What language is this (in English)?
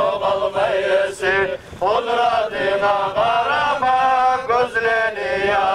Kumyk